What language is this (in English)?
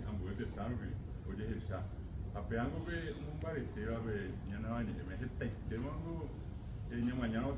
Guarani